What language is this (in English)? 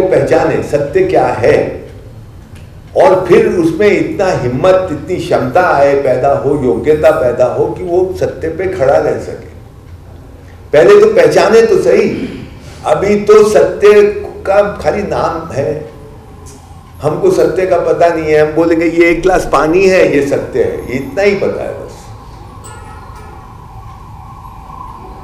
Hindi